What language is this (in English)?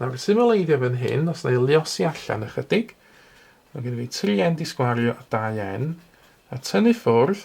Welsh